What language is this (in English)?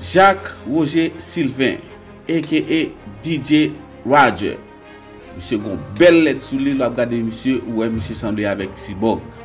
Haitian Creole